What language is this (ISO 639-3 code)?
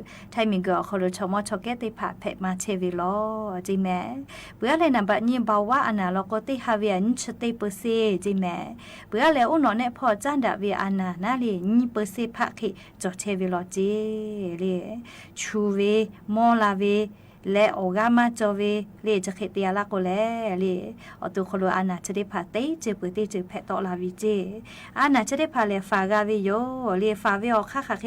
lhu